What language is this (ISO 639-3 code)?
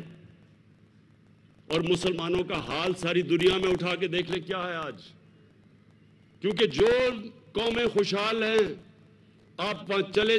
urd